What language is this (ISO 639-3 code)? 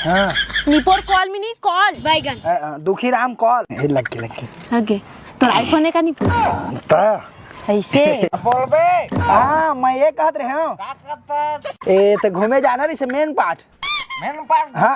hne